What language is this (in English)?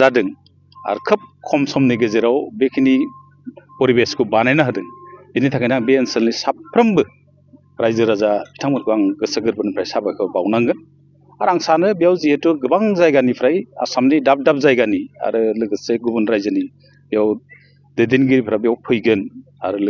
Bodo